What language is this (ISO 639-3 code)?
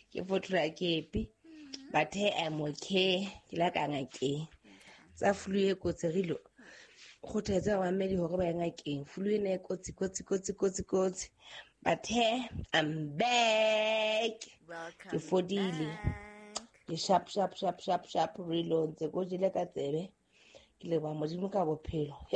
sot